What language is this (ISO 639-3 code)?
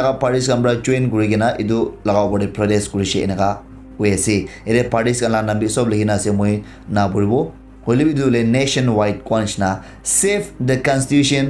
nag